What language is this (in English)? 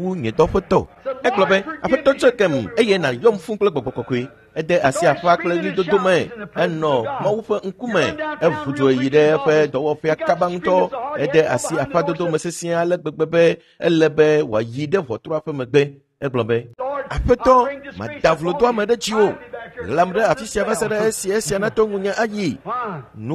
Ewe